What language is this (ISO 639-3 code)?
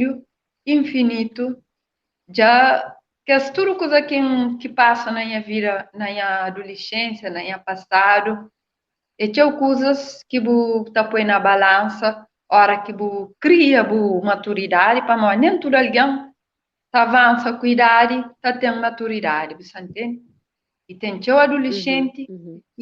kea